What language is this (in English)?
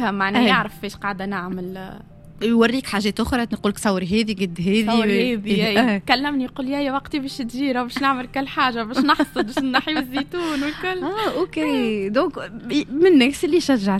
Tunisian Arabic